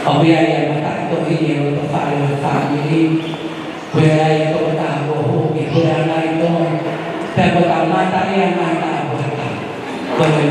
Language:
Tongan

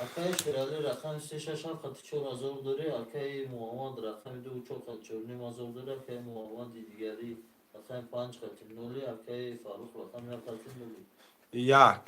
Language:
Tajik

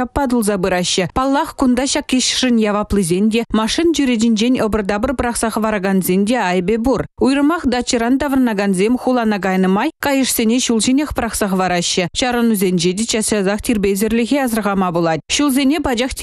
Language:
Chuvash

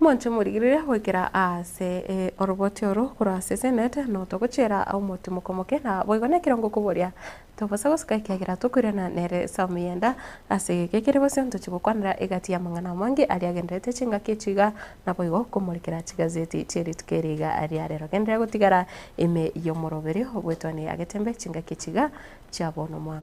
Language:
Gusii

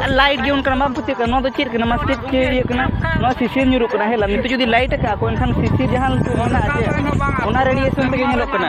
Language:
Santali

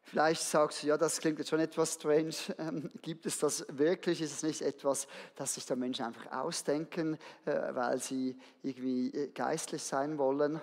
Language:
Swiss German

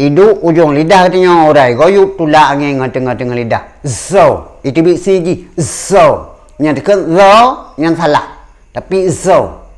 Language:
Achinese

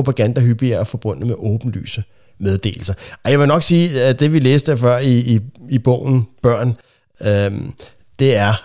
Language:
Danish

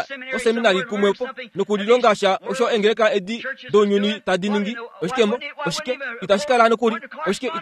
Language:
Kuanyama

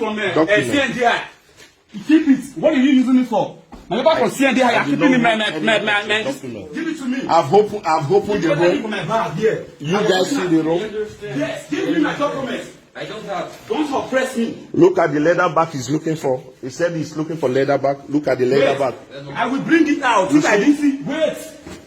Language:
Nigerian Pidgin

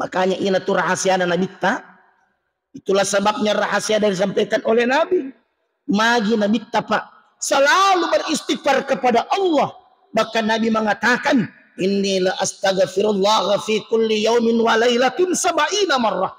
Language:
Buginese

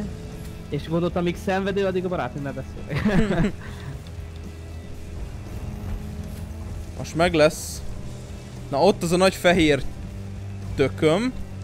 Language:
Hungarian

